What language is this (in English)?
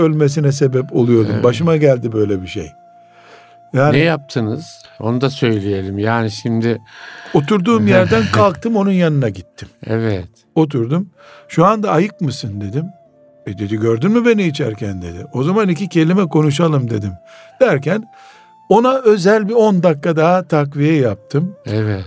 Turkish